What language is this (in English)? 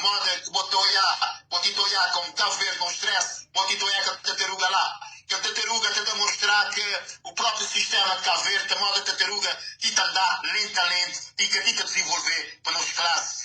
Kabuverdianu